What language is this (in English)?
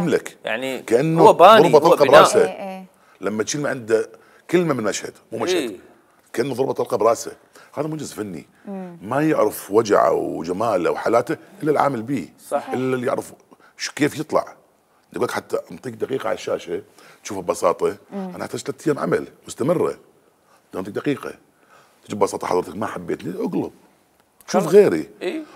Mesopotamian Arabic